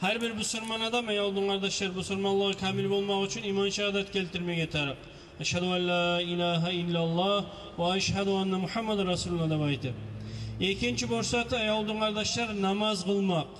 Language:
Kumyk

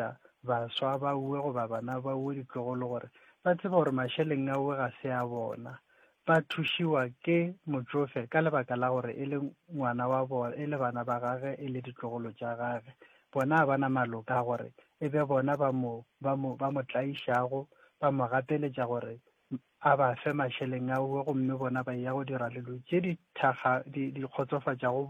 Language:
Northern Sotho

